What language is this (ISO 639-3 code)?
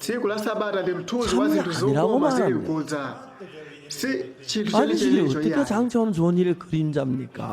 nya